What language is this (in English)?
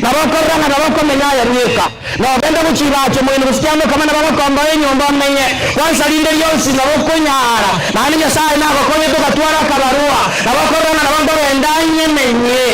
Gusii